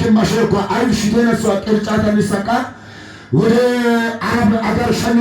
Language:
Amharic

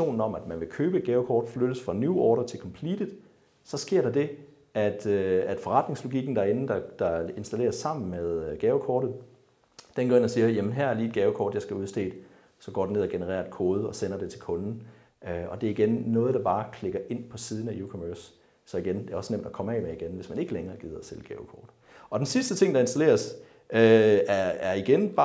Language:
Danish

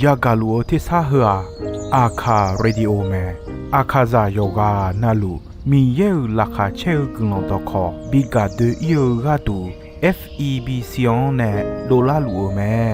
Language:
Akha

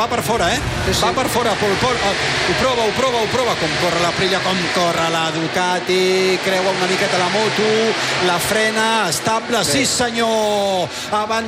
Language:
Catalan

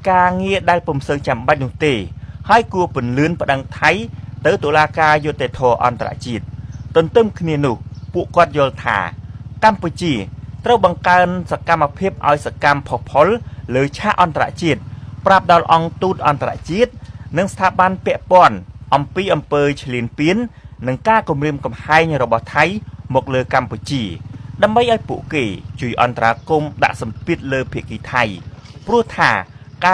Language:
Khmer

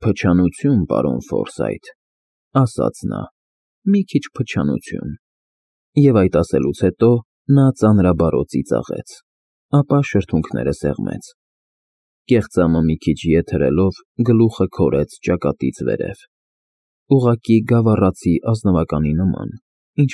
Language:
Armenian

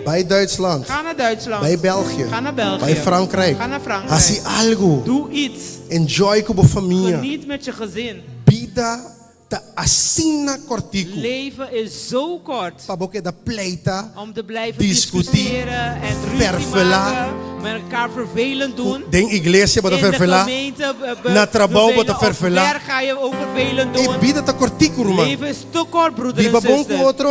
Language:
Papiamento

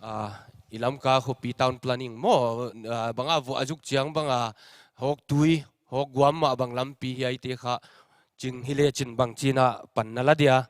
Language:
Paite Chin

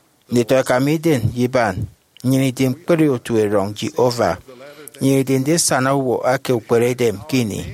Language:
Efik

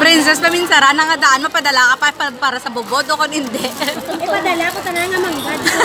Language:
Hiligaynon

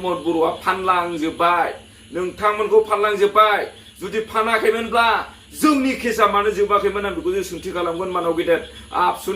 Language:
Bodo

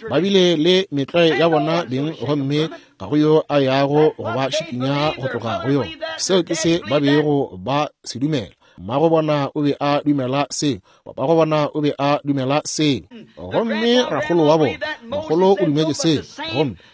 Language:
Northern Sotho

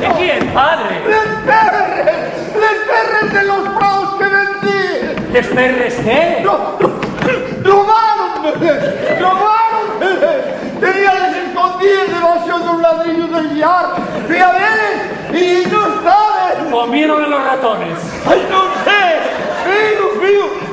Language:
Asturian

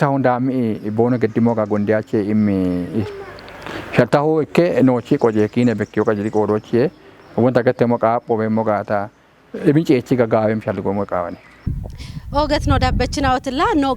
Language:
Kafa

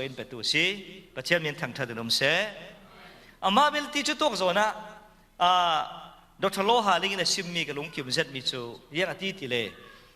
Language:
Falam Chin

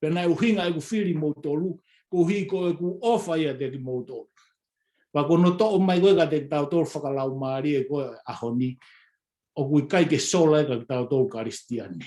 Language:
Tongan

